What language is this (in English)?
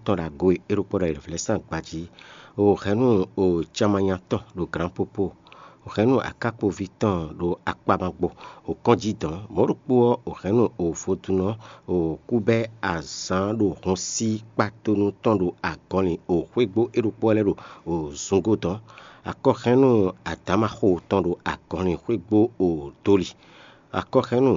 Fon